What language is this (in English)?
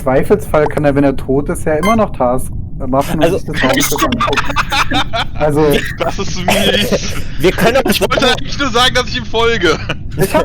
Swiss German